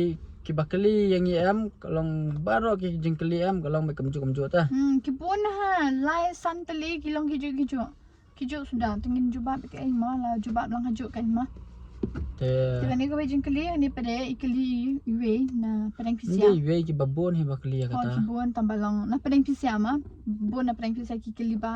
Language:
Khasi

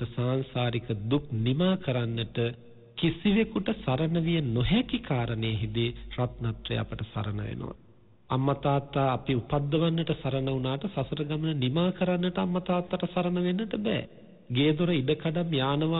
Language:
Sinhala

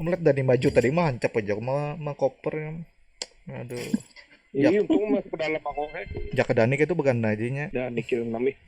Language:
Banjar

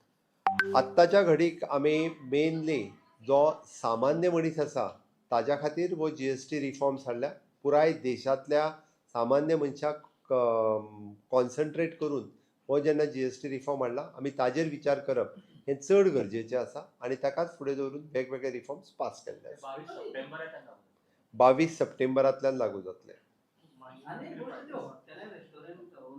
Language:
Konkani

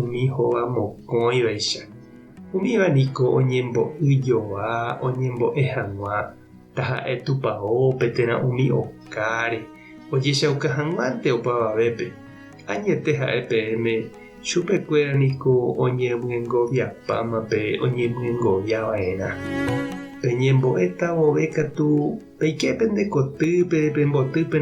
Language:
Guarani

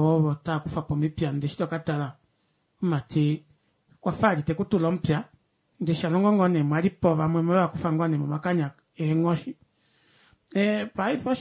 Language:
Kuanyama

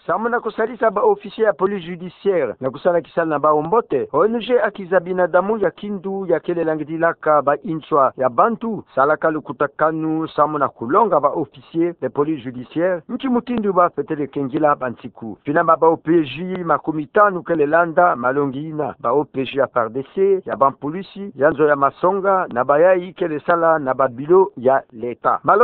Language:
Kituba (Democratic Republic of Congo)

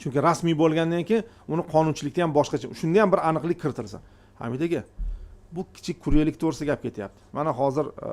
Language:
Uzbek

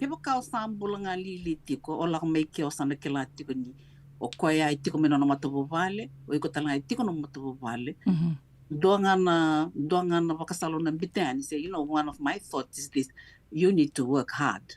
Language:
Fijian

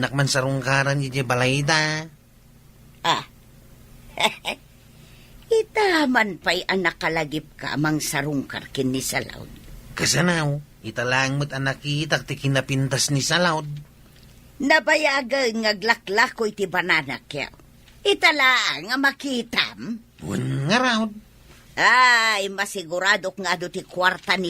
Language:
Iloko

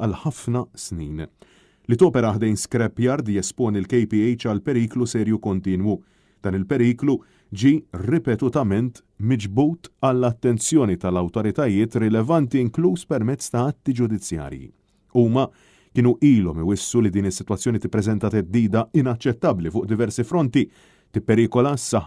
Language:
Maltese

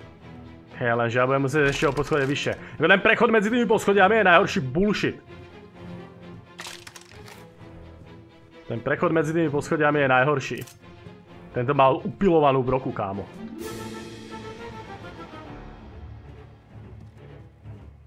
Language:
Slovak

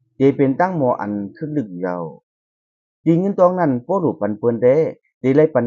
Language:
Shan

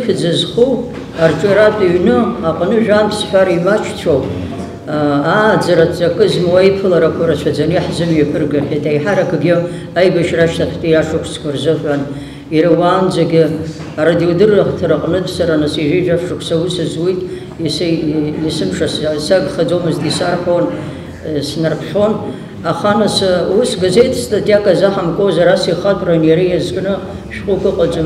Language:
Abkhazian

